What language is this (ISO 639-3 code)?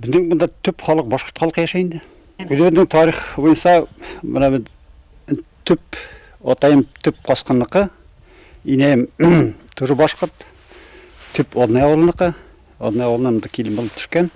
bak